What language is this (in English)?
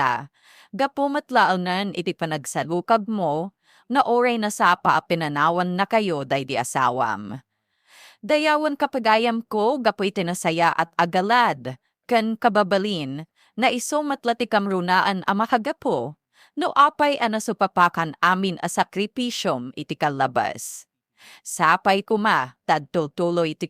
Iloko